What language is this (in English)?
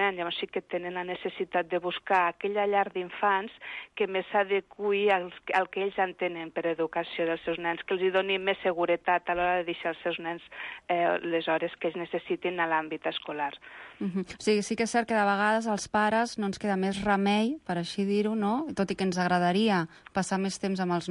Catalan